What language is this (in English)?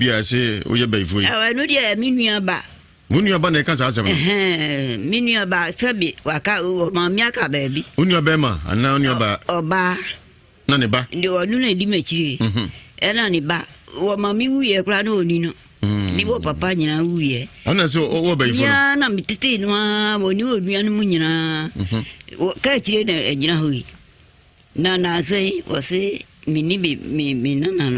Akan